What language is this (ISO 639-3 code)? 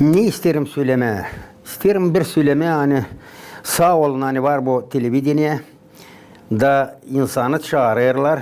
gag